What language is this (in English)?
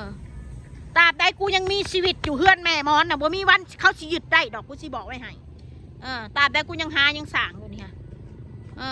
Northeastern Thai